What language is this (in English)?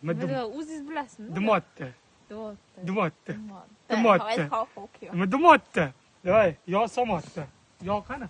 Uzbek